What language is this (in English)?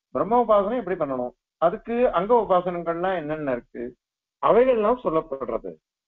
Tamil